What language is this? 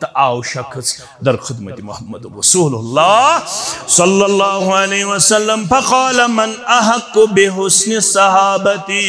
Kashmiri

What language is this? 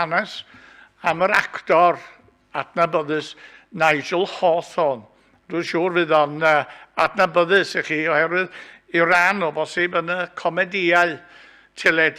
Welsh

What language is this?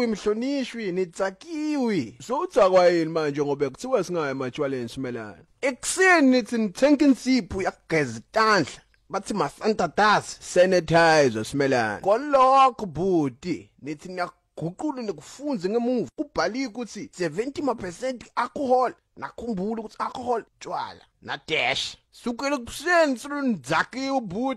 Swati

